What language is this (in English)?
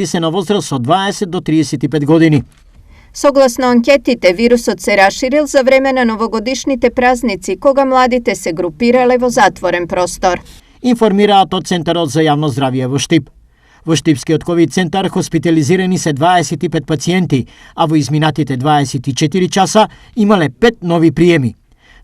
Macedonian